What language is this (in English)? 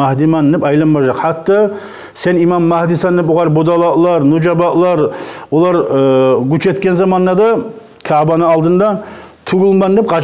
Kumyk